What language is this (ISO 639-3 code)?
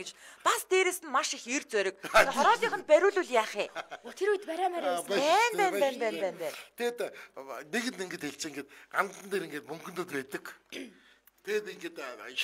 mon